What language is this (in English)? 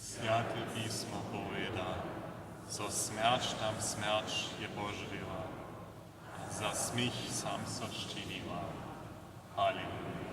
Upper Sorbian